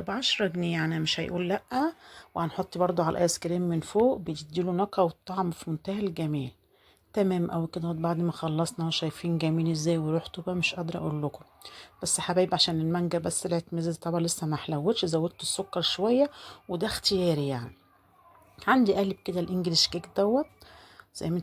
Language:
Egyptian Arabic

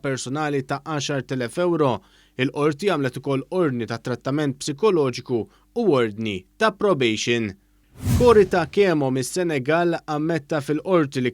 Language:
Maltese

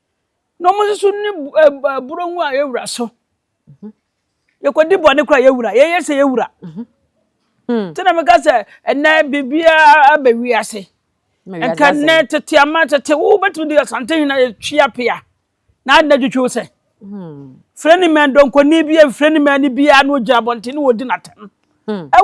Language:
Akan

